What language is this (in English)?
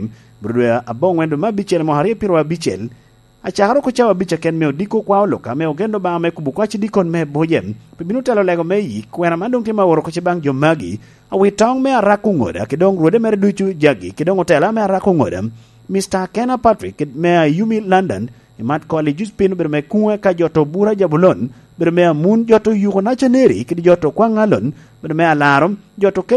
Lango (Uganda)